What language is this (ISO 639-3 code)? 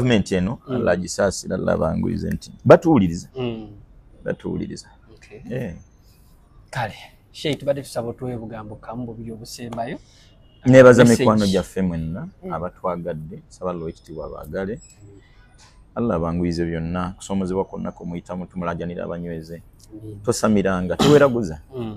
lug